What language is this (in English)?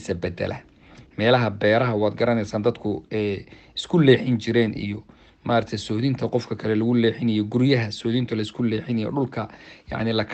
Somali